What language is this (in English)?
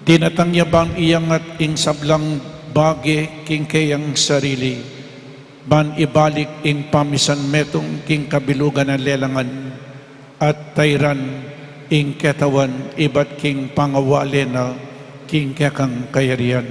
Pampanga